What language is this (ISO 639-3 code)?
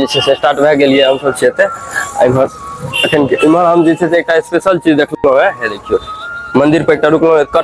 mai